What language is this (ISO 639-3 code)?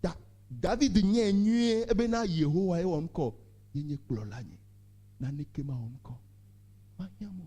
ewe